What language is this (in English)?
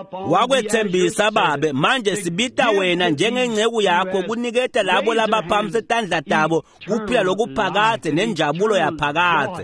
Swati